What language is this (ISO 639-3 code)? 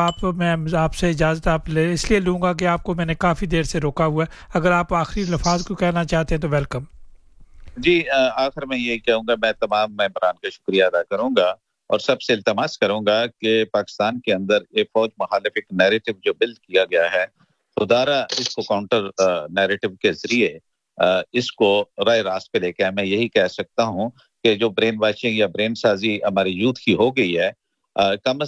urd